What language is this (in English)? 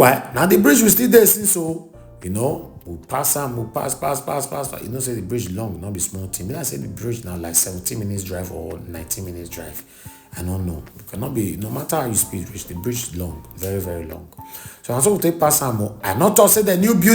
Nigerian Pidgin